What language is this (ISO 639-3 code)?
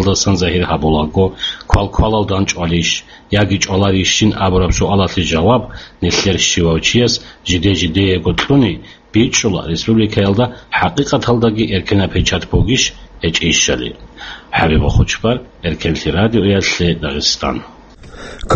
ava